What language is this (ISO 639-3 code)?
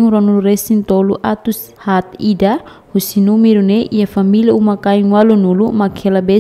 tet